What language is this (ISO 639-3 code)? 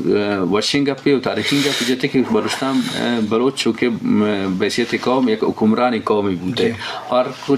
bgp